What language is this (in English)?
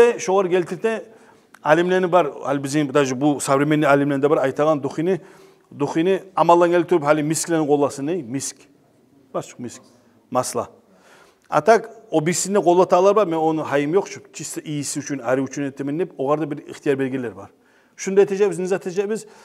Kumyk